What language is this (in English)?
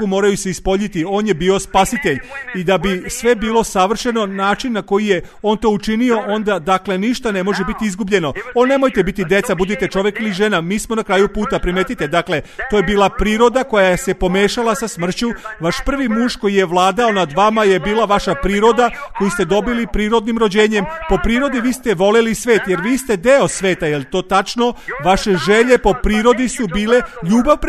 Serbian